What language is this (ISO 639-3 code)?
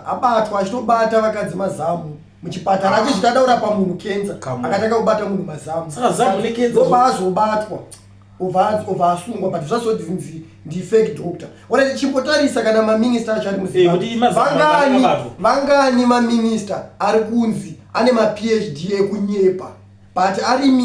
sna